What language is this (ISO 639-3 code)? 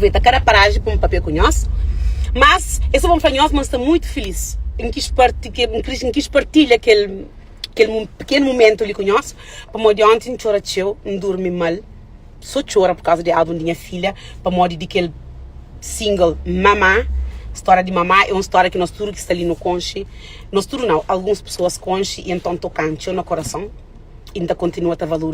kea